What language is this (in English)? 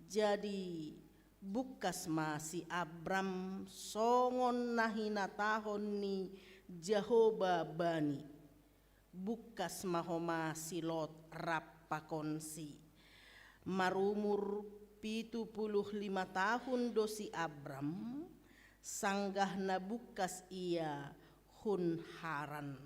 Batak Simalungun